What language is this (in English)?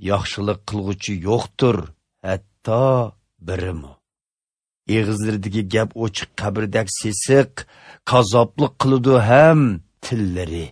Uyghur